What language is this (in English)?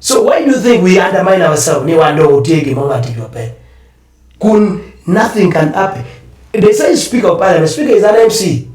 Acoli